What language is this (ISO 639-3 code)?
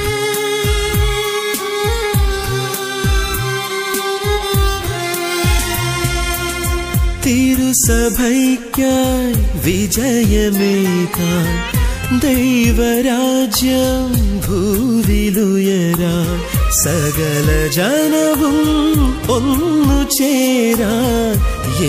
mal